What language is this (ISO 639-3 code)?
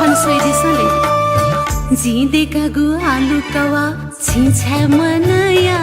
new